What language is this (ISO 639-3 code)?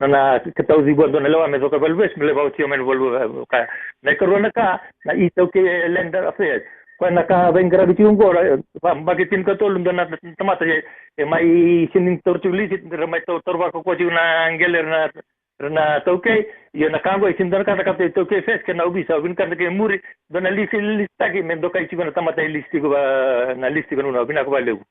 fij